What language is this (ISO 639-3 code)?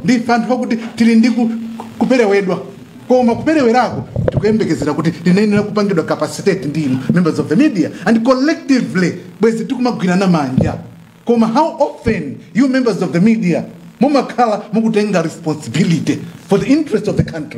nya